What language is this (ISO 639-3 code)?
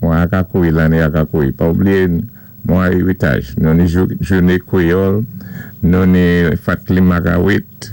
acf